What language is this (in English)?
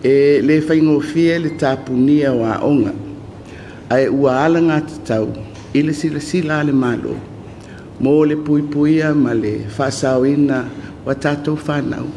Samoan